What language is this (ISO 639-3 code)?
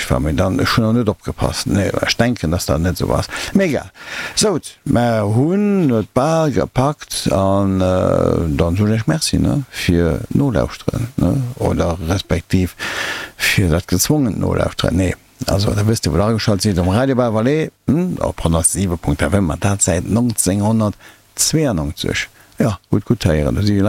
ltz